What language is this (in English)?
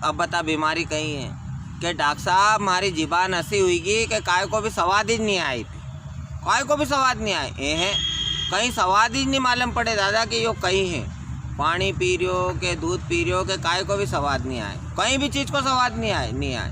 Rajasthani